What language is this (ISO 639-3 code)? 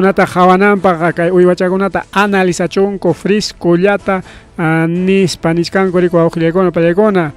quy